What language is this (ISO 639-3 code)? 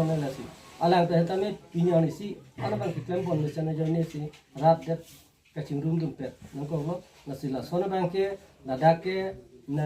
mjw